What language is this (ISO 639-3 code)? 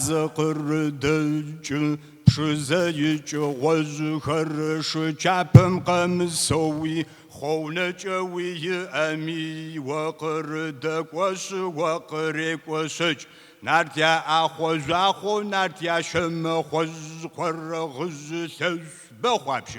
kbd